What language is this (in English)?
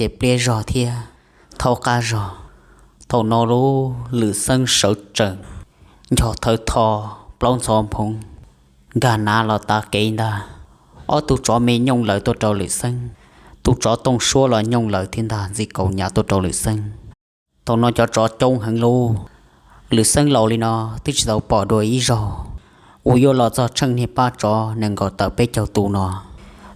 Hmong